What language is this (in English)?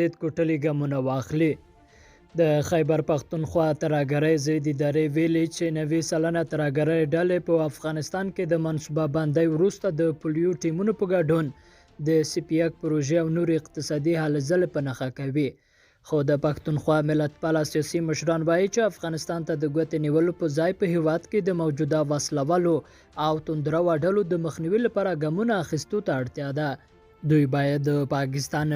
Pashto